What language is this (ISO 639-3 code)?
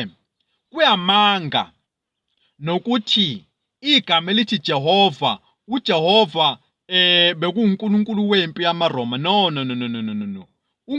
zul